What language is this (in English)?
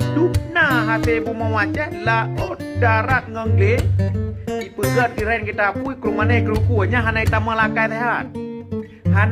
Achinese